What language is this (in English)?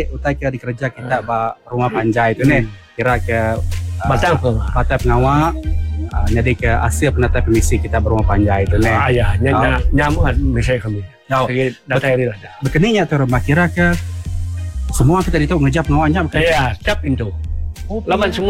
Iban